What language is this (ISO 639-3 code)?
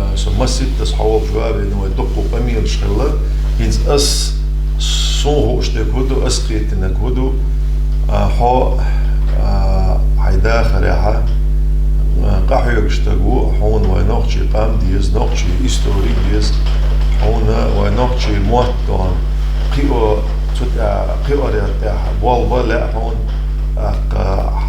che